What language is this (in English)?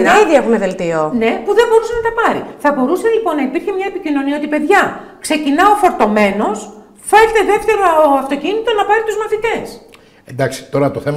Greek